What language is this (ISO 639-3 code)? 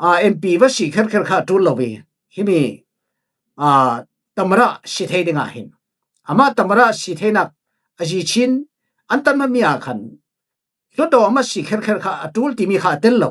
cfm